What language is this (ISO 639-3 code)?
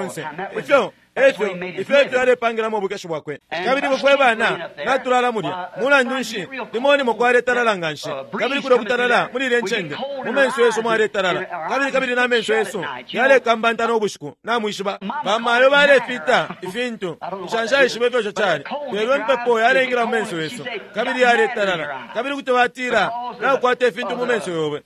bem